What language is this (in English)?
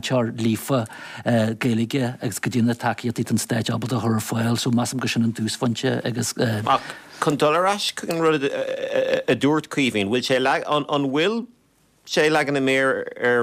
Irish